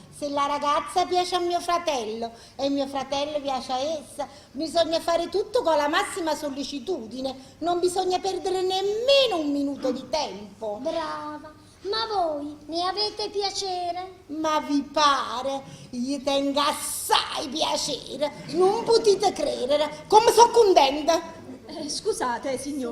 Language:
Neapolitan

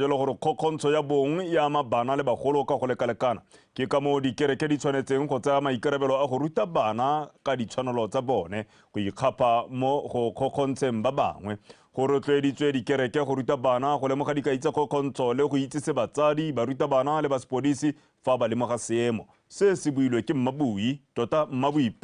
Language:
Tswana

